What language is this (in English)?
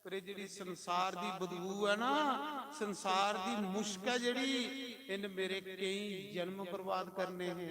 Dogri